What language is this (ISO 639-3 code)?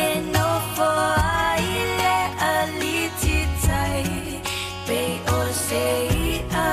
smo